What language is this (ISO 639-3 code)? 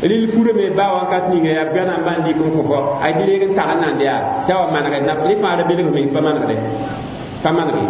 mos